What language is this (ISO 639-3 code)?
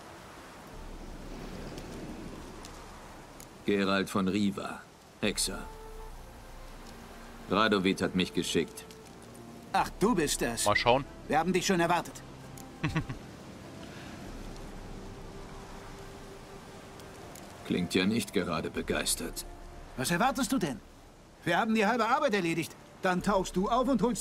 deu